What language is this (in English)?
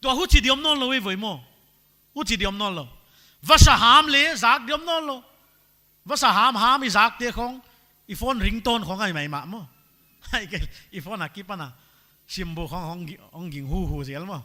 Paite Chin